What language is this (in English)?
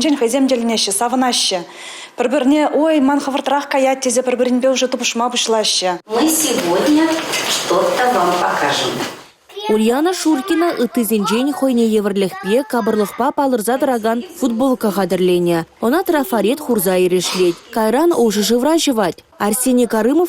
Chuvash